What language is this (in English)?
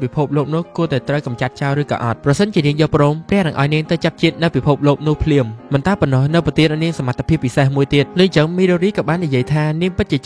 Khmer